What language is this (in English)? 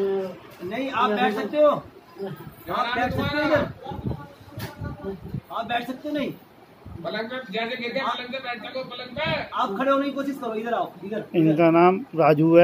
Hindi